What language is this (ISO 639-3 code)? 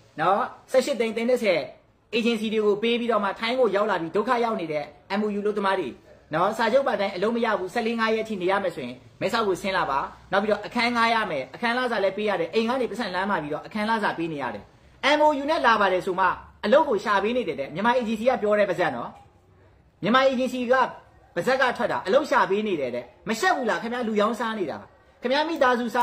mya